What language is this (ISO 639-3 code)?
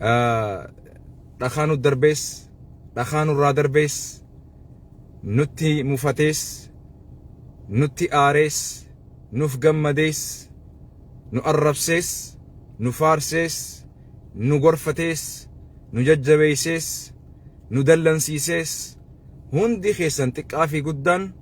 orm